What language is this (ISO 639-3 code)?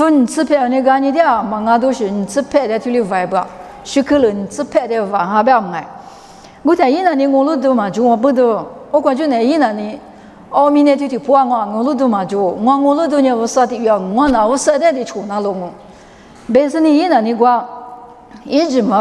lis